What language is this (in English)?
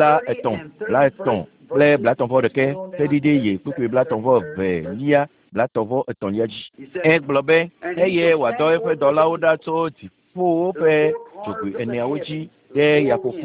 Ewe